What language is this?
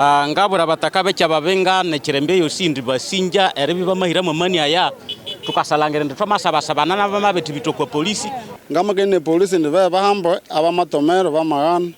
Nyankole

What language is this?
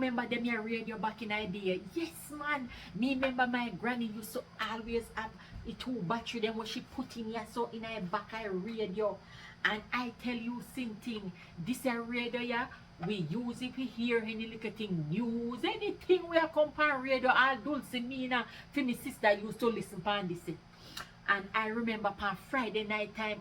Jamaican Creole English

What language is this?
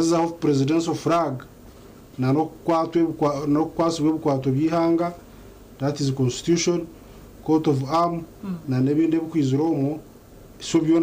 Nyankole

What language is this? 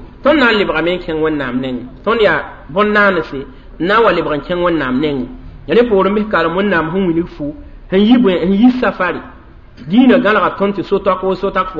Mossi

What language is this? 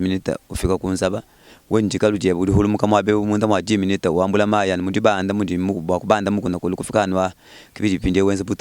Luba-Lulua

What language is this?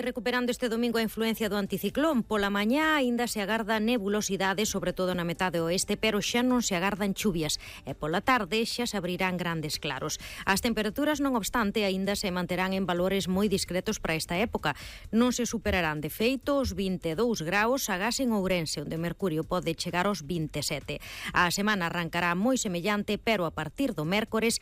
Galician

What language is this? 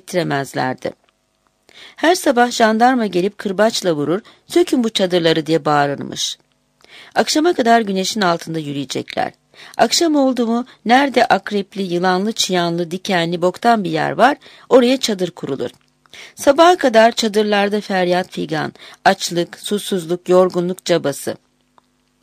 Turkish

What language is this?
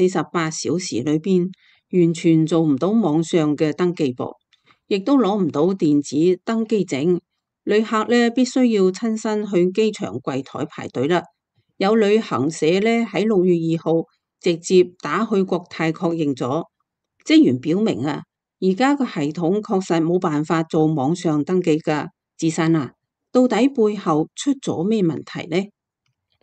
Cantonese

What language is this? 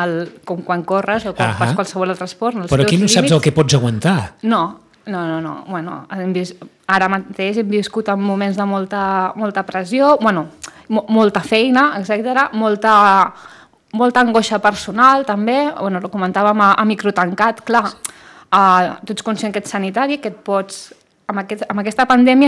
Catalan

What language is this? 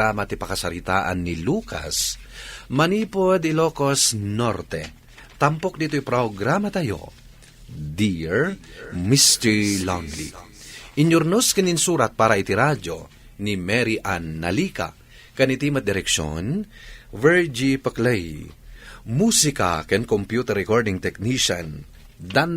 Iloko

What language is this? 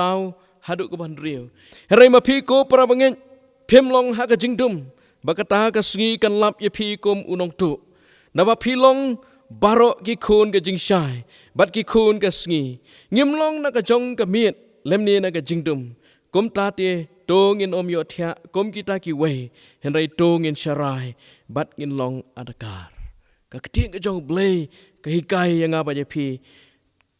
Khasi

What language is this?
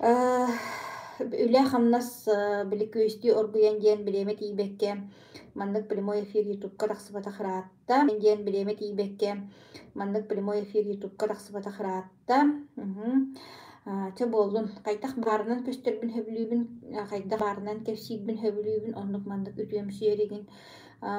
Yakut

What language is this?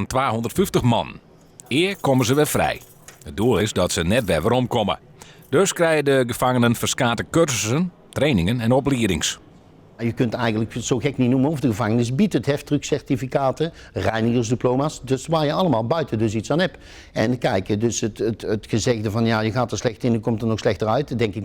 Western Frisian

